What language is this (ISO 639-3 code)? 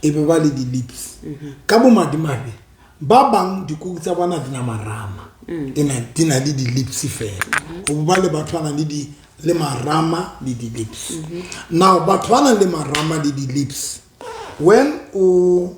sot